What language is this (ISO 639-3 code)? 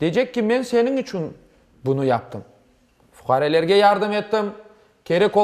crh